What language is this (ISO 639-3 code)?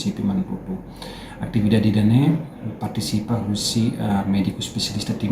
tet